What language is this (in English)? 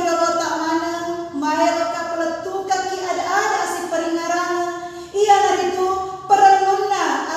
Buginese